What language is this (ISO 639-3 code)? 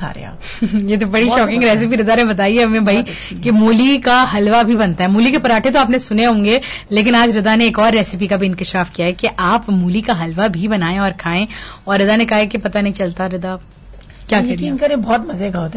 urd